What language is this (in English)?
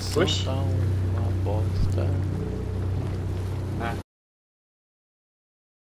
Portuguese